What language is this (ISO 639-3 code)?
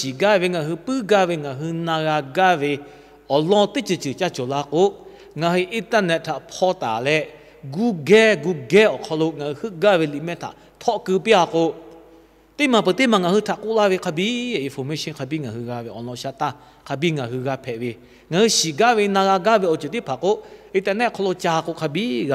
lhu